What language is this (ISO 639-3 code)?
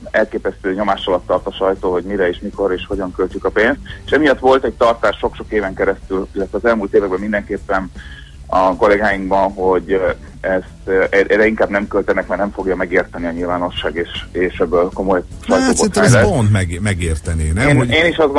hun